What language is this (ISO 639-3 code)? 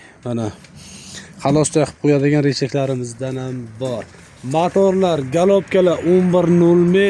uzb